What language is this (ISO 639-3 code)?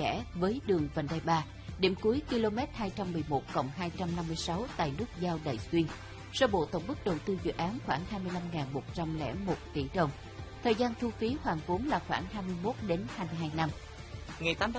vie